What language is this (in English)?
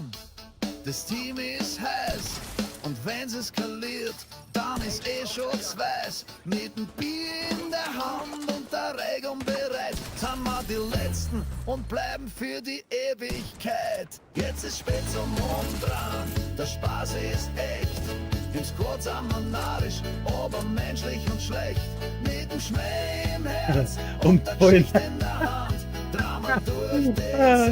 Bavarian